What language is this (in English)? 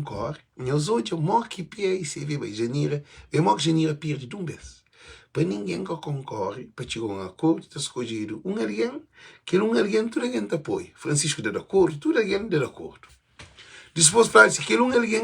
Kabuverdianu